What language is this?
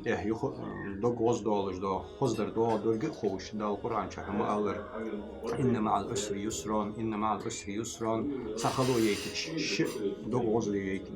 Ingush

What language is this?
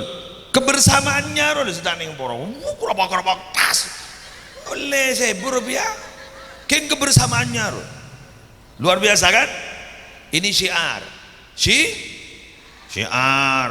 Madurese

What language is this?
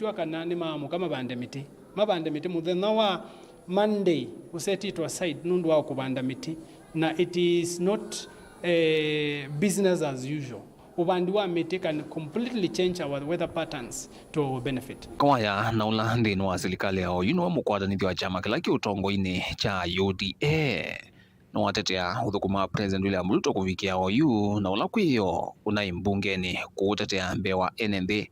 Kamba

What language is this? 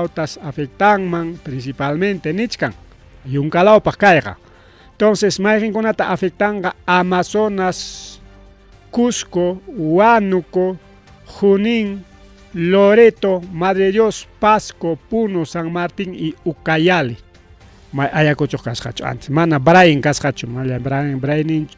Ayacucho Quechua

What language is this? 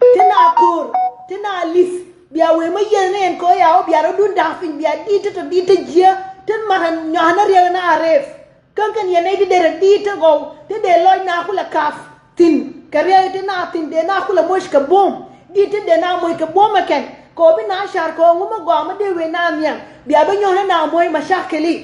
Nuer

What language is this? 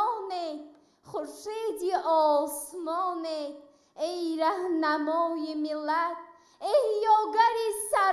Tajik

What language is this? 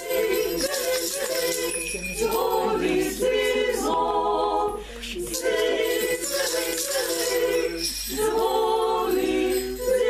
Ukrainian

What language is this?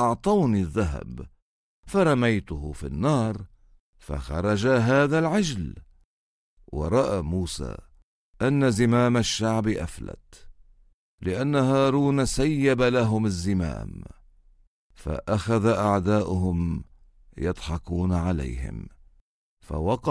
Egyptian Arabic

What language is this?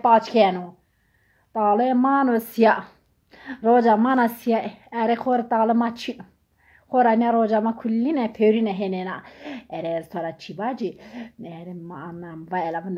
Zaza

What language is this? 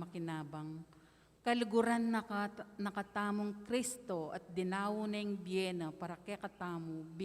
Pampanga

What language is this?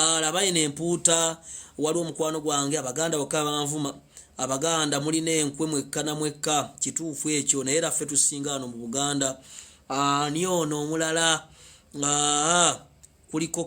Ganda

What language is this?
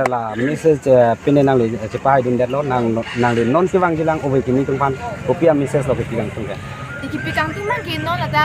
Karbi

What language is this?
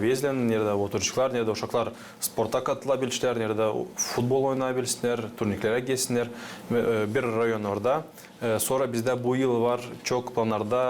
Gagauz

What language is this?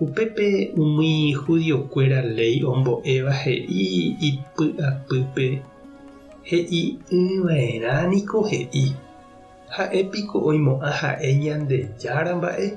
Guarani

